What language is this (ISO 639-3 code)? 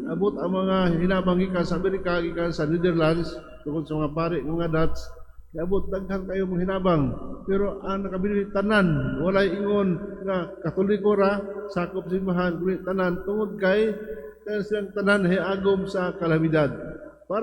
ceb